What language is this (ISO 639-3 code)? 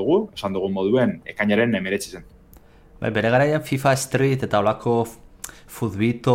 eus